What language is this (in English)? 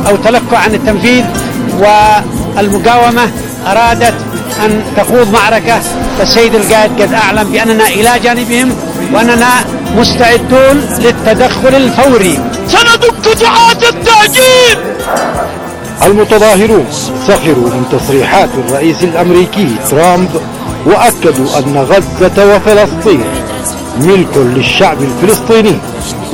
Arabic